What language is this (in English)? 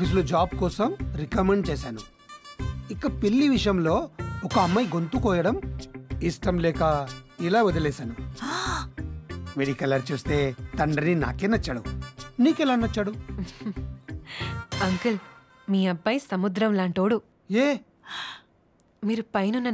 Telugu